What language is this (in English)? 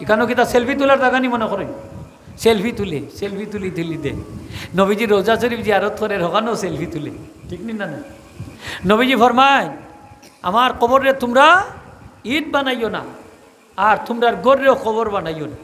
Sylheti